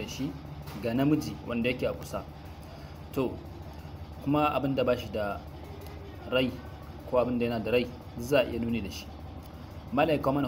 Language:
Hausa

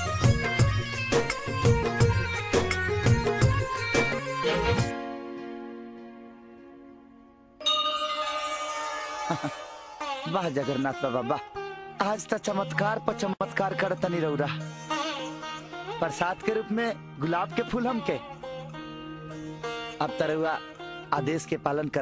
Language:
Bhojpuri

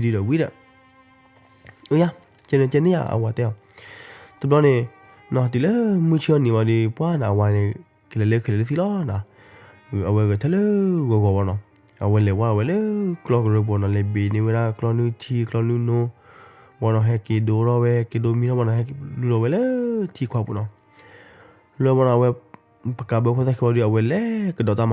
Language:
S'gaw Karen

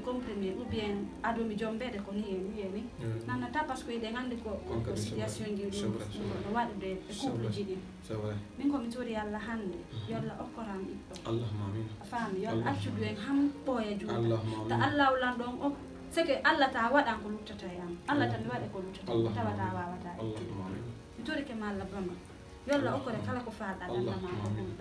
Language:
Fula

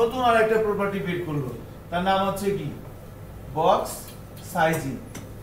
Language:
Bangla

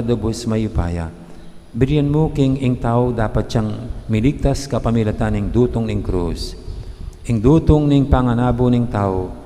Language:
Pampanga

